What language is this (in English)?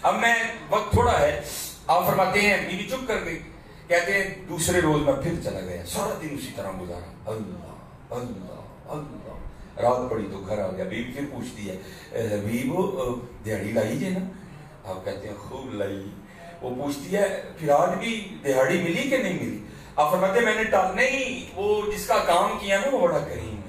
Urdu